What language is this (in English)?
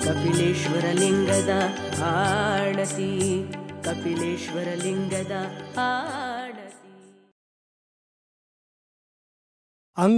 Kannada